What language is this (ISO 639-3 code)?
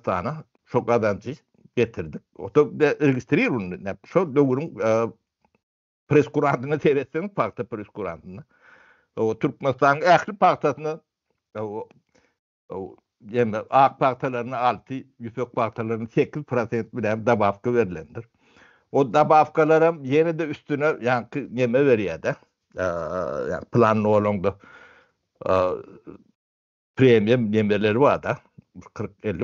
tuk